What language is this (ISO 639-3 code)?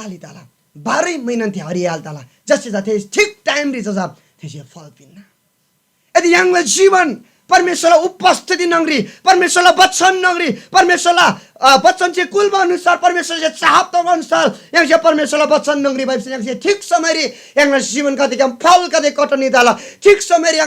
taj